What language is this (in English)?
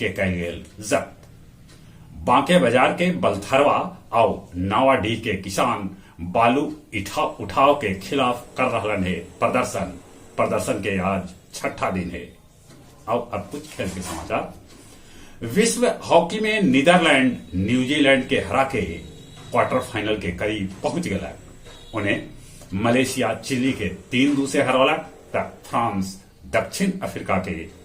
Magahi